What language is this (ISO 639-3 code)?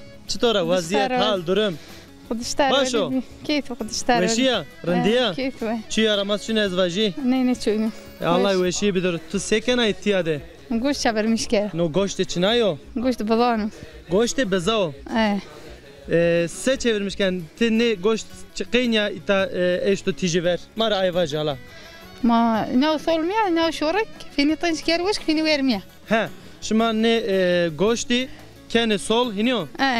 zza